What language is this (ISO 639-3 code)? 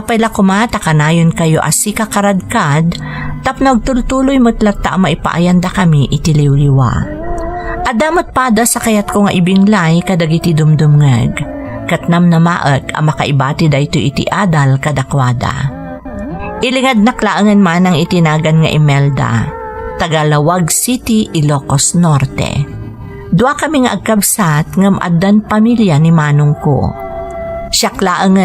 ilo